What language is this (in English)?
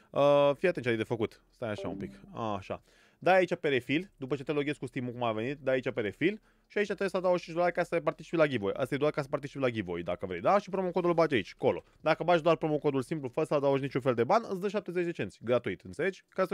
Romanian